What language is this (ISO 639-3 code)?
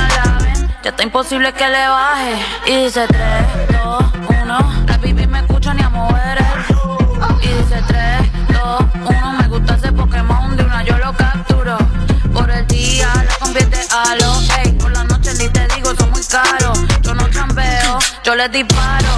spa